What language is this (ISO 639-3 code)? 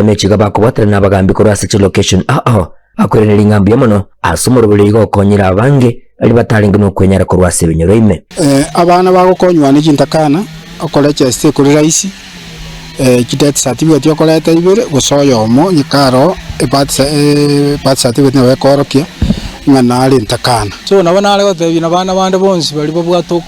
guz